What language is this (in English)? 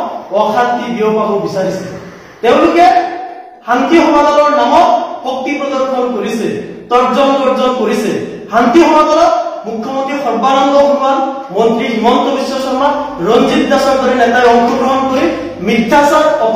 Assamese